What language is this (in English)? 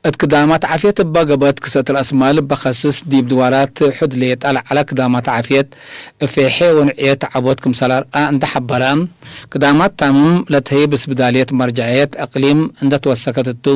Tigre